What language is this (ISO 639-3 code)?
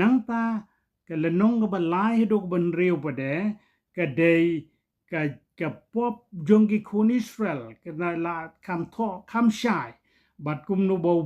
kha